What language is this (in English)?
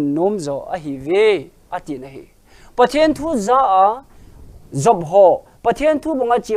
Thado Chin